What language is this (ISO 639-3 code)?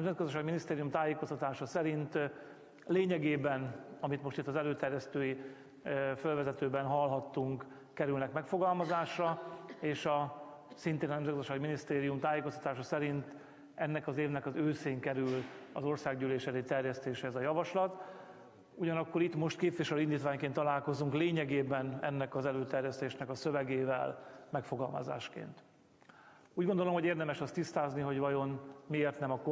hun